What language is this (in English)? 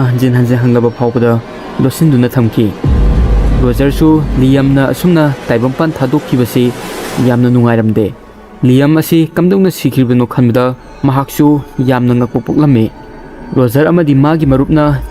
Manipuri